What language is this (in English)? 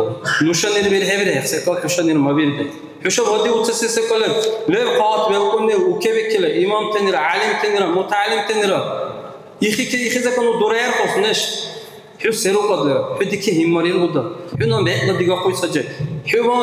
Dargwa